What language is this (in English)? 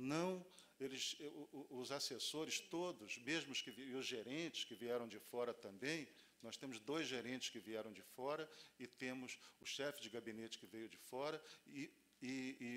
Portuguese